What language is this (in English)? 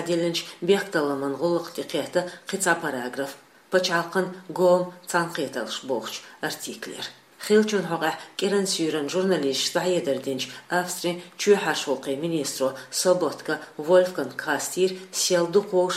Chechen